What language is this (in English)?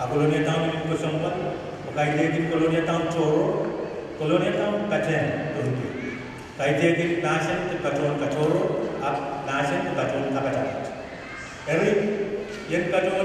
Pohnpeian